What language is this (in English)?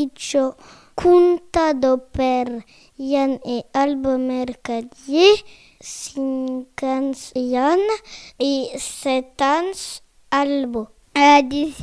Occitan